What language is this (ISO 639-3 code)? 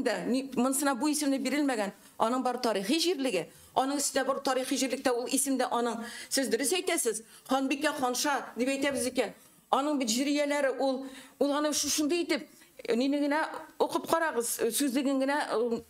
tat